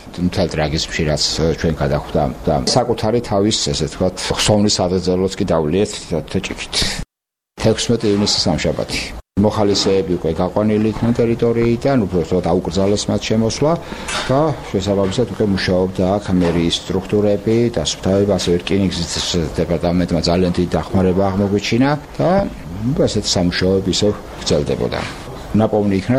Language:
Georgian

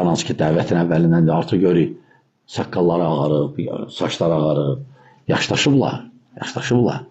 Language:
Azerbaijani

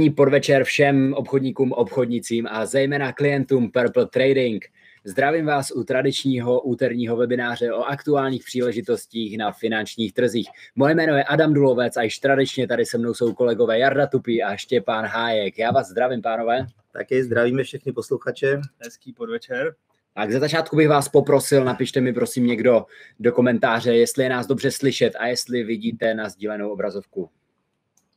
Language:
Czech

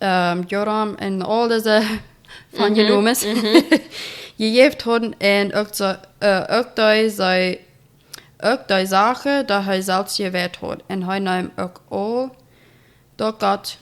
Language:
Plautdietsch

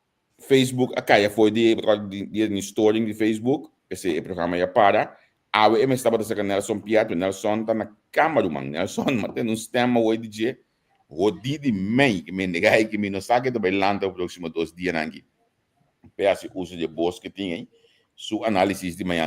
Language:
Papiamento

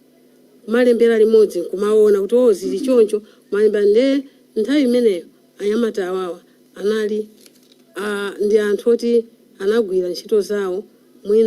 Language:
Nyanja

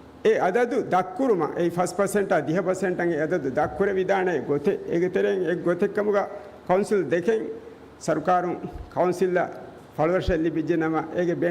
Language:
Divehi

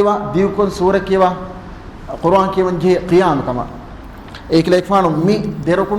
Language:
Divehi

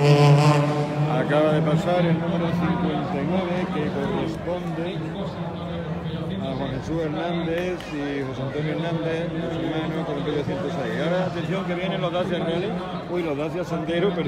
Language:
Spanish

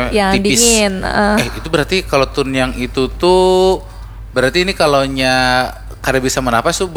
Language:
Banjar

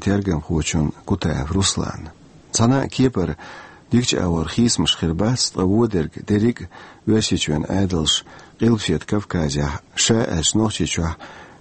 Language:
Chechen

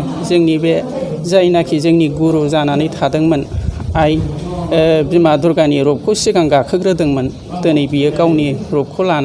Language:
Bodo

